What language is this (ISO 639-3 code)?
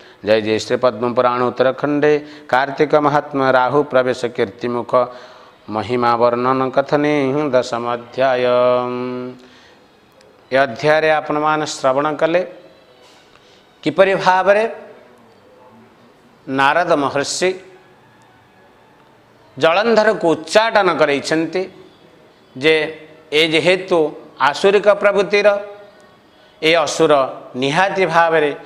ori